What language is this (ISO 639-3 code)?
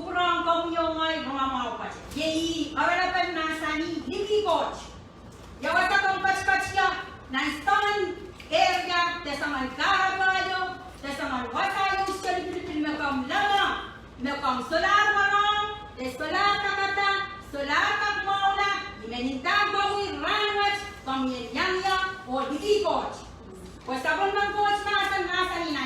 pon